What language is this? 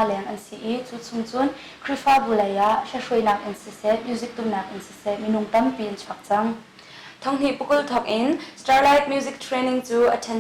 Hakha Chin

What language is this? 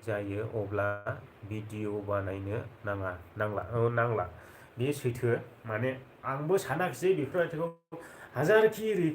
Bodo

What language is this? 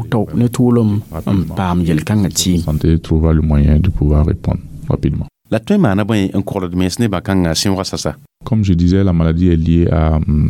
Mossi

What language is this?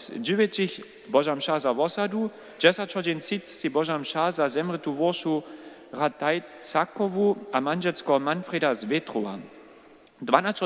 Upper Sorbian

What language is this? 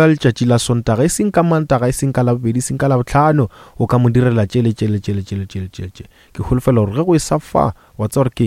Northern Sotho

